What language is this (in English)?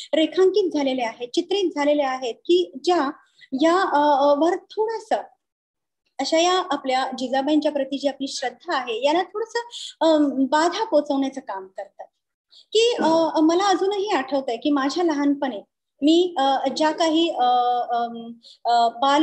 Marathi